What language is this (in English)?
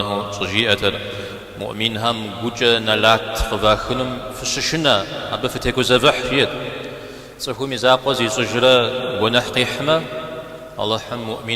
Kabardian